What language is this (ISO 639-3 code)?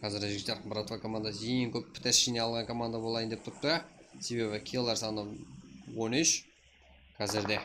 kaa